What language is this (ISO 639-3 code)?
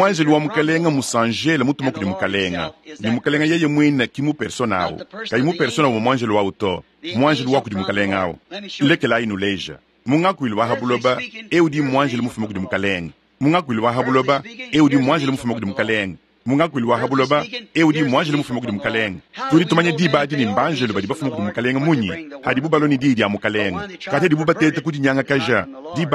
lua